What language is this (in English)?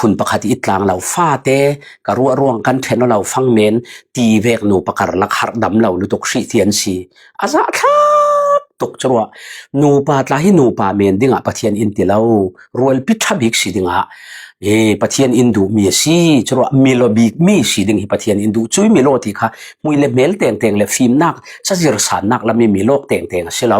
Falam Chin